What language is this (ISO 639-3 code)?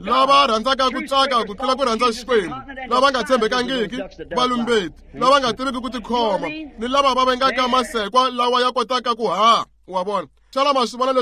tso